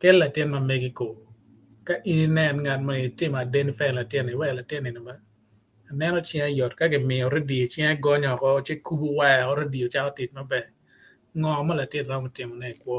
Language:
Acoli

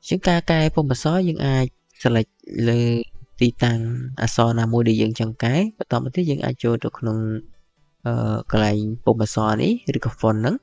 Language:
Khmer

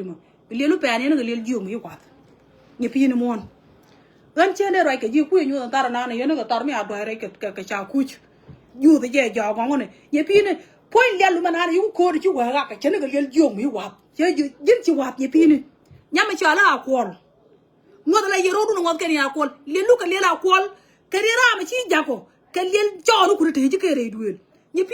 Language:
Nuer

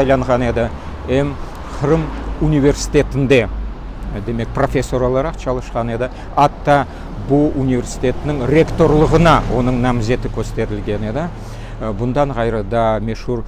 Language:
Crimean Tatar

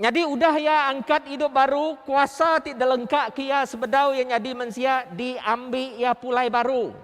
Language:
Iban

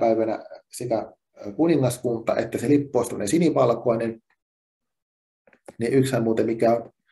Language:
Finnish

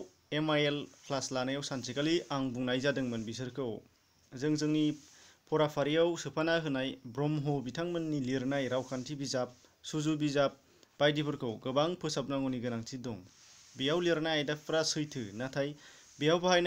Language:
Bodo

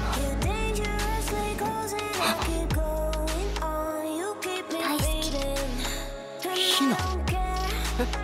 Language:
Japanese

